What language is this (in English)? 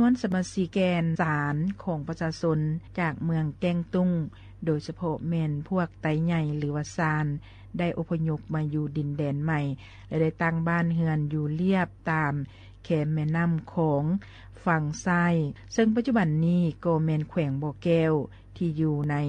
Lao